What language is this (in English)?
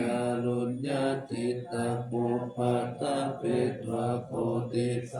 Pali